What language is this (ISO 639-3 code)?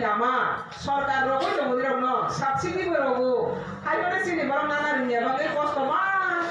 trp